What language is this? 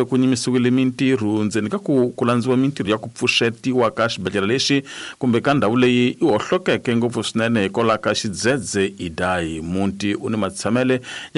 Tsonga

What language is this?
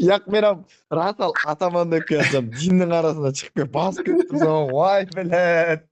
Kara-Kalpak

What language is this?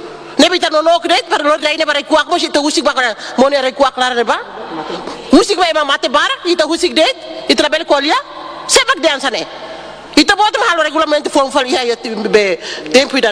Tetum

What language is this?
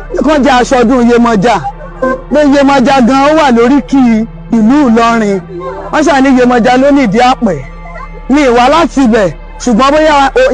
Yoruba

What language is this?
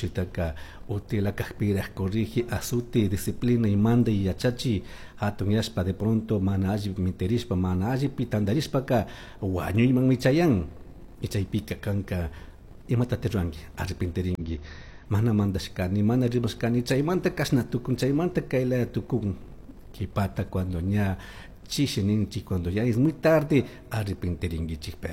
Chimborazo Highland Quichua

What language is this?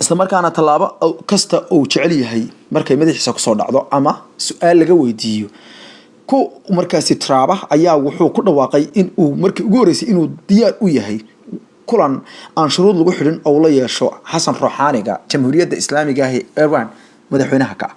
Somali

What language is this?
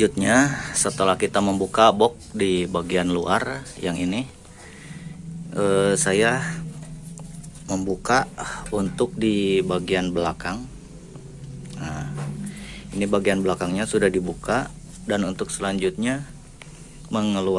Indonesian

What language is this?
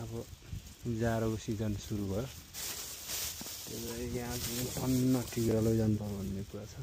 Nepali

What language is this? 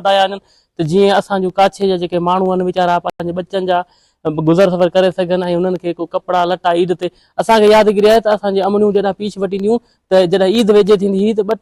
Sindhi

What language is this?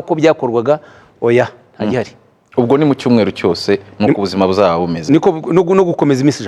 Kinyarwanda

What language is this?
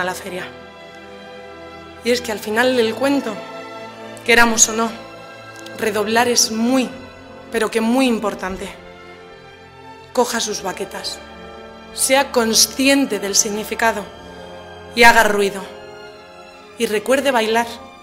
Spanish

